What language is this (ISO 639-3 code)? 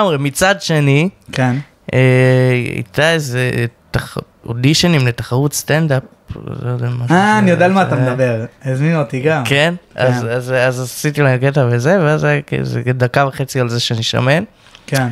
heb